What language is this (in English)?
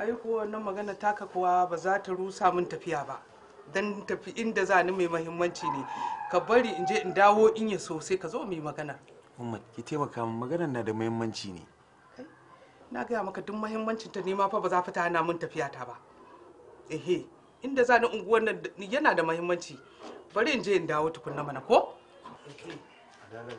Hausa